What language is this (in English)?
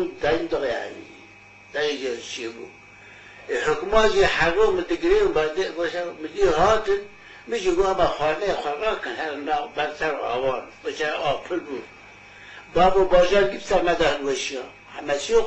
Kurdish